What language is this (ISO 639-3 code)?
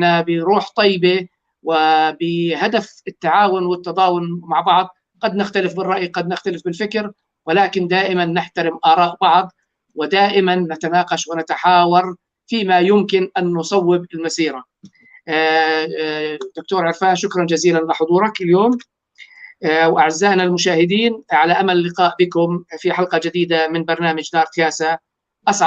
apc